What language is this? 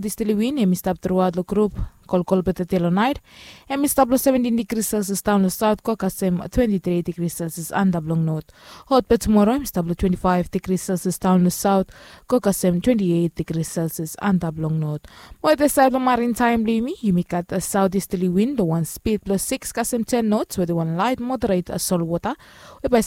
Bislama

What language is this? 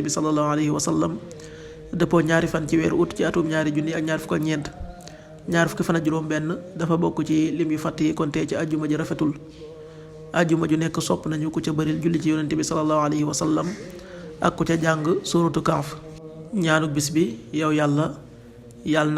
Wolof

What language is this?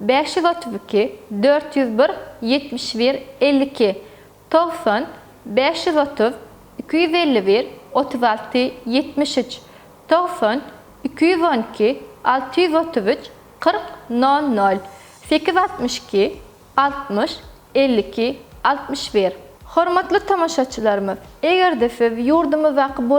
Turkmen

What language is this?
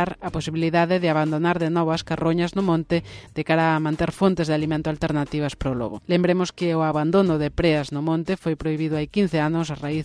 Galician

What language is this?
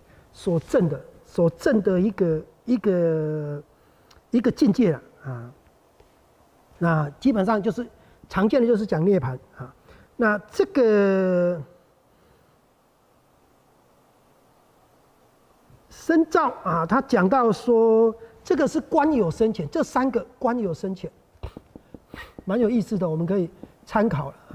Chinese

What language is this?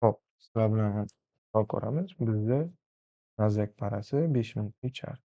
Uzbek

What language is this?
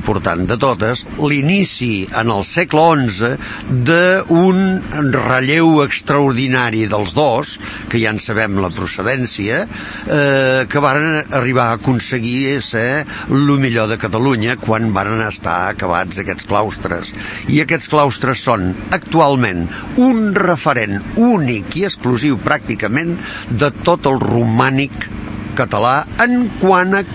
Catalan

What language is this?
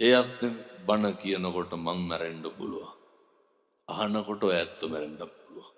Sinhala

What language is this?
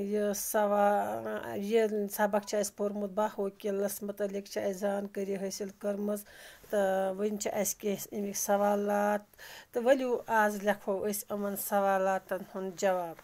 Kashmiri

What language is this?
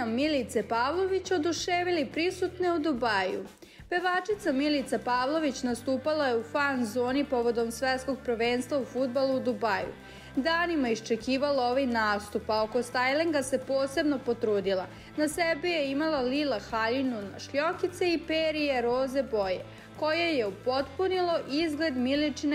Serbian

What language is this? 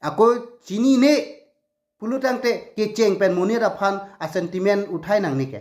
Karbi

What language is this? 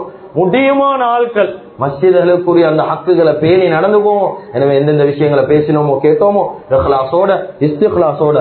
Tamil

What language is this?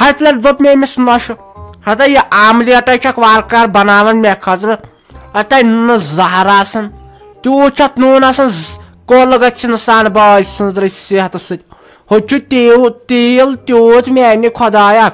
Kashmiri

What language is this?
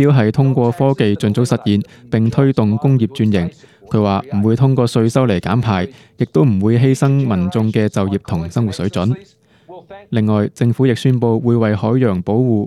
Cantonese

